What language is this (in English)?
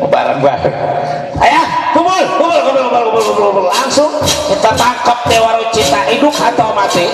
Betawi